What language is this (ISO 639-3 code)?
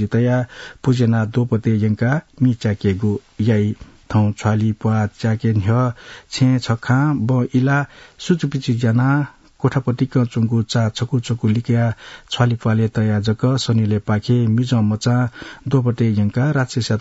new